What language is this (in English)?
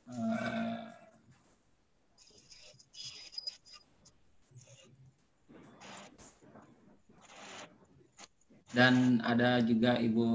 Indonesian